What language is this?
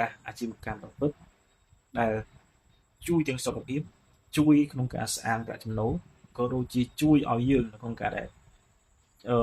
Khmer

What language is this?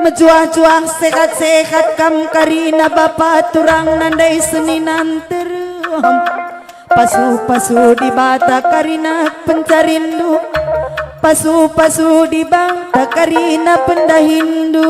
Batak Karo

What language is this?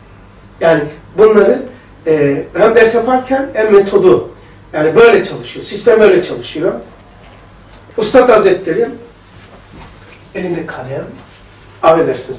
Turkish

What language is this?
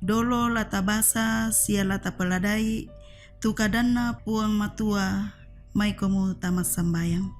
Toraja-Sa'dan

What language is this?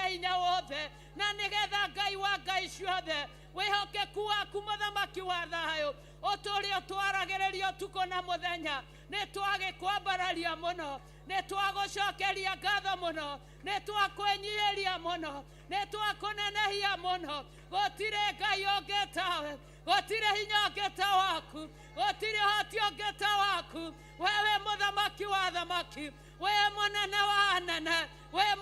Kikuyu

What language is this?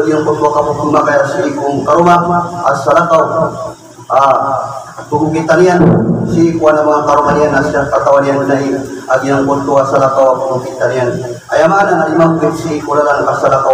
Maranao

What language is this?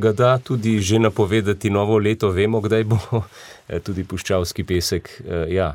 Slovenian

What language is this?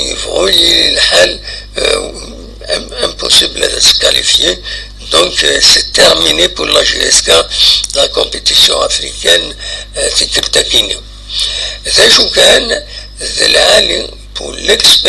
Kabyle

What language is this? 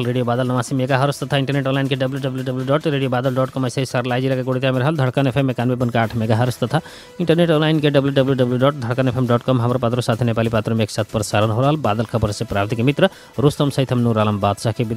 Bhojpuri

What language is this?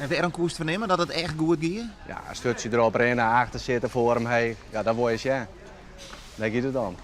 Western Frisian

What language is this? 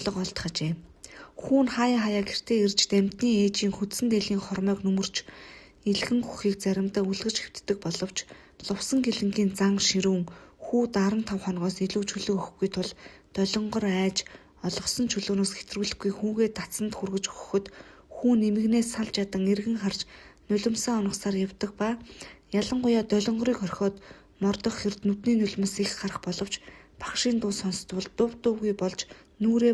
Mongolian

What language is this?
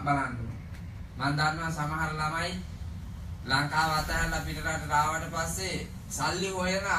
Sinhala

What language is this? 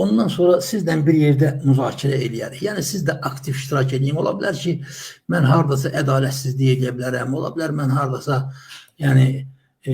Azerbaijani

